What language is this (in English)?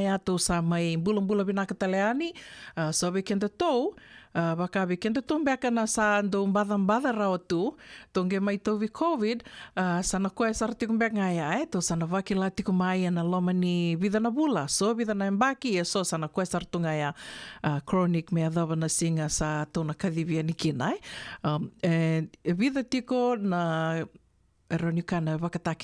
Fijian